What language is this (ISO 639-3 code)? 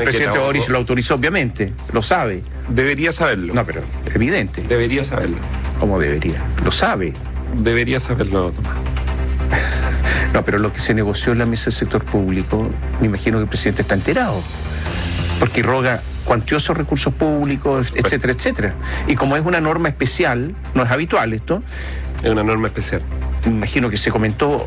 spa